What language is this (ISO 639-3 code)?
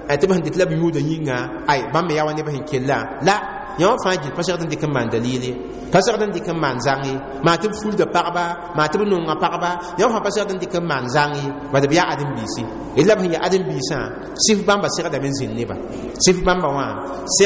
mos